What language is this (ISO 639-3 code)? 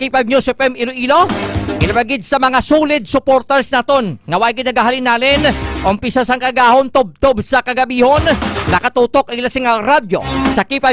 hil